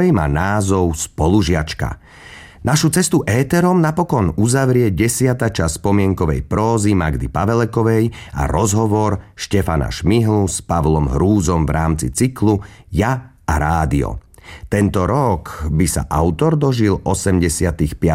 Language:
Slovak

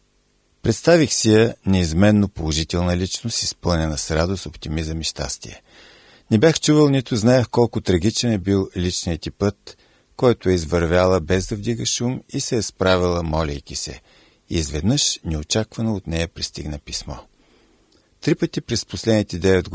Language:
Bulgarian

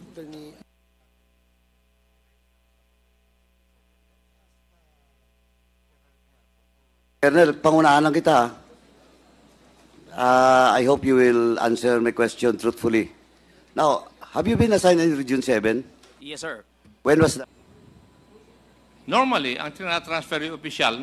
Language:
Filipino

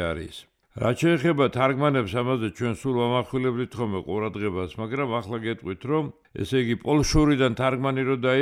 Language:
Georgian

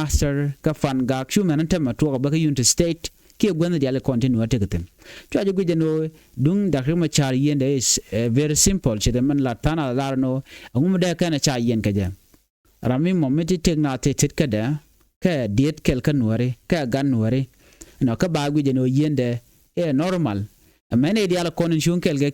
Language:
Nuer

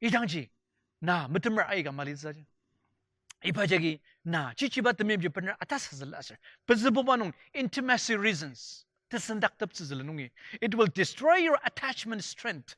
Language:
Ao Naga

